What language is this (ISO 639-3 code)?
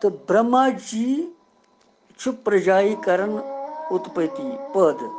kas